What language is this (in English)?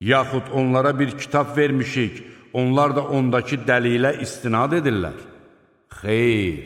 Azerbaijani